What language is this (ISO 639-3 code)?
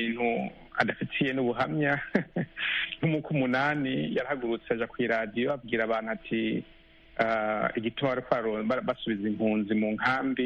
kin